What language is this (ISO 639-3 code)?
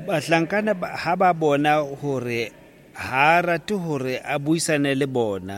sot